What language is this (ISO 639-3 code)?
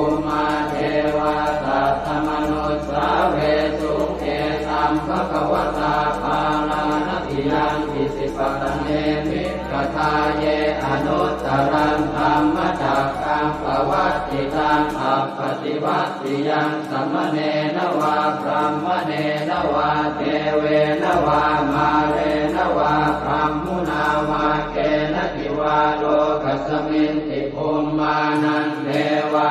pli